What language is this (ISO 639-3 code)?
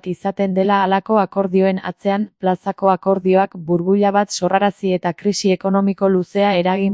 eus